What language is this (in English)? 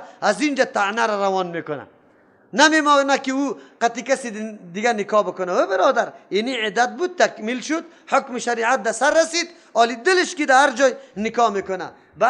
Persian